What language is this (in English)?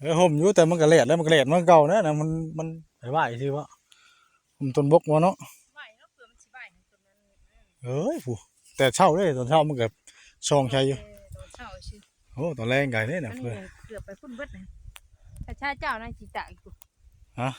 Northeastern Thai